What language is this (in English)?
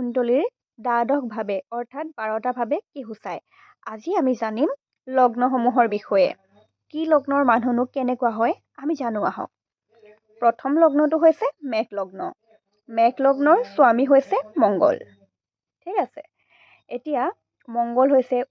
Assamese